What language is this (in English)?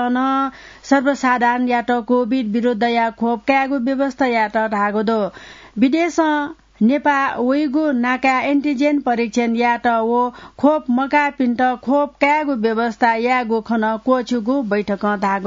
Newari